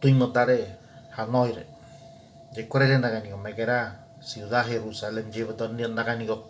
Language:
Ngäbere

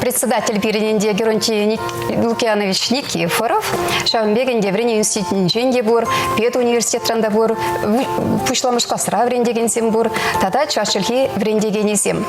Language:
Chuvash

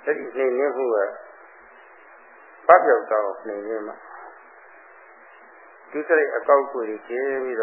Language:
Burmese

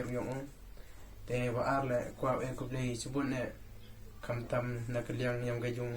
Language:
Khasi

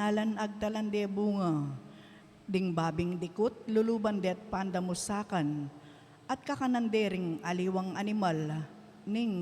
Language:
Pampanga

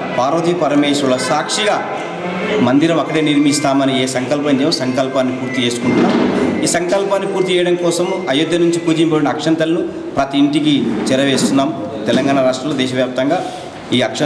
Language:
Telugu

